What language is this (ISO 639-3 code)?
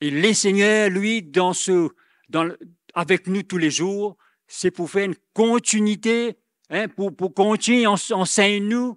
mfe